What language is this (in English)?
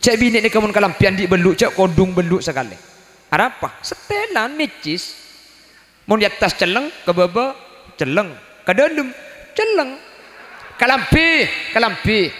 Madurese